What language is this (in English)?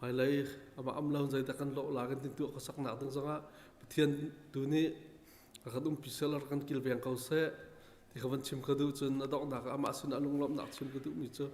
Hakha Chin